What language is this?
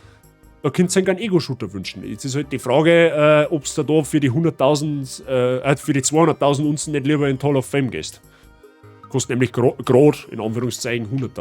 Bavarian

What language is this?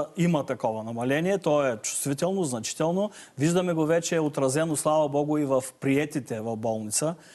Bulgarian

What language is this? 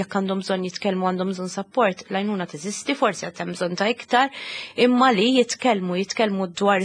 Maltese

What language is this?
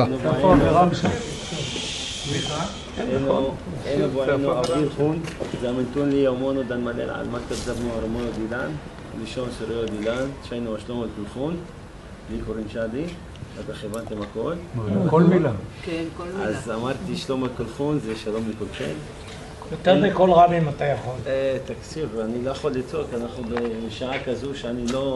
Hebrew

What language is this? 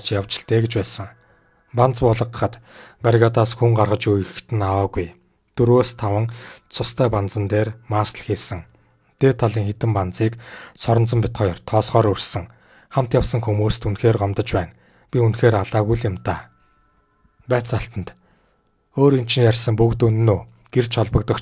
Mongolian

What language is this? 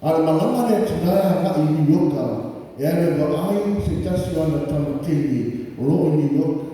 Samoan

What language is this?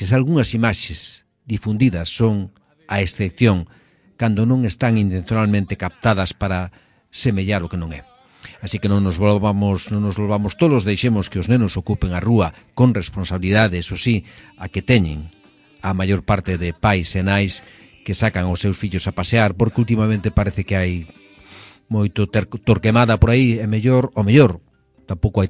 Galician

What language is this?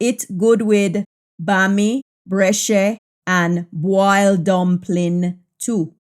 Jamaican Creole English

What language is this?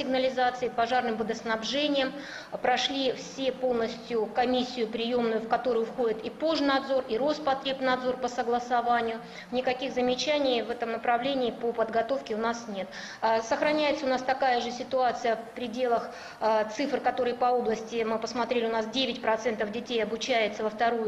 Russian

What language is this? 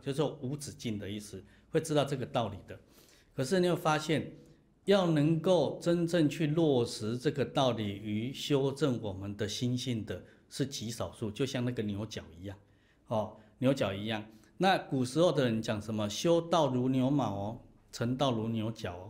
Chinese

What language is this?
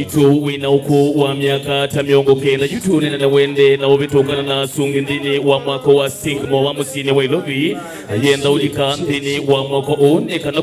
Kamba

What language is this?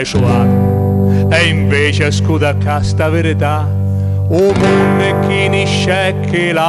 Sicilian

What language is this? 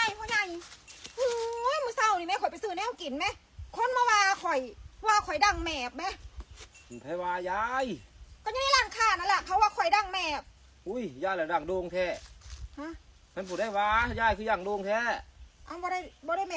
Northeastern Thai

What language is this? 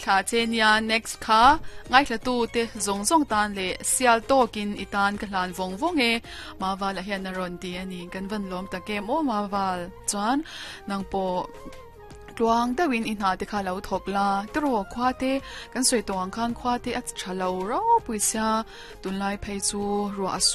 Mizo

